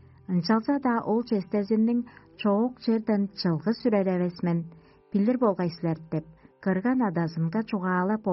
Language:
Tuvinian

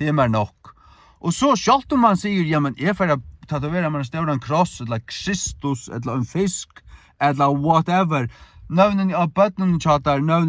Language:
Faroese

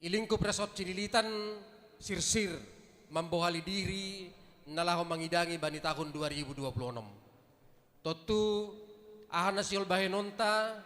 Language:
Batak Simalungun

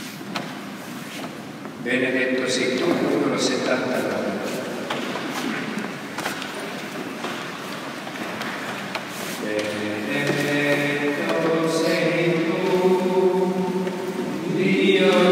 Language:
Italian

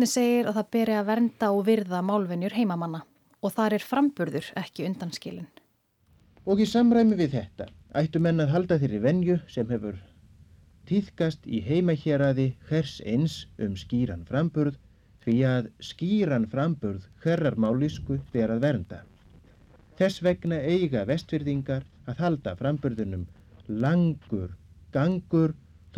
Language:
Icelandic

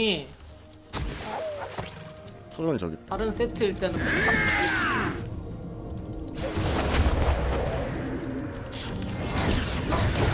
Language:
Korean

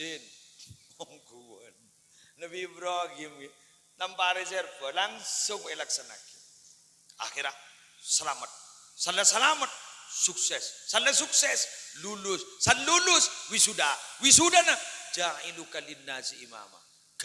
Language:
Madurese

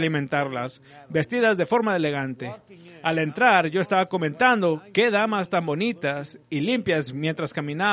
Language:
Spanish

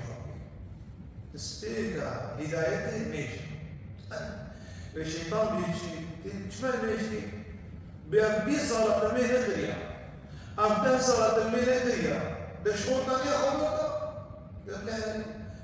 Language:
Kurdish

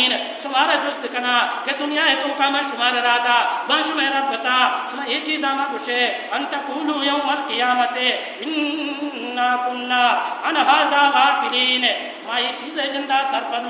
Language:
Baluchi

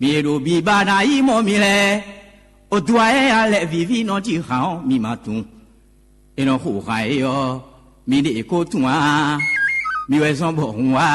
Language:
Fon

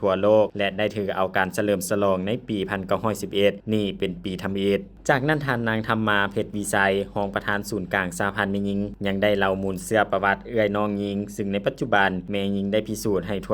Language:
Lao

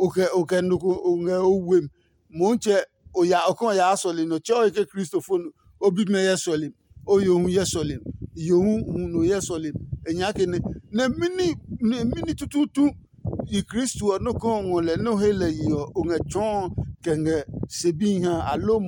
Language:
Adangme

